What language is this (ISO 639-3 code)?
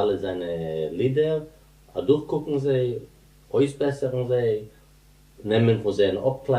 yid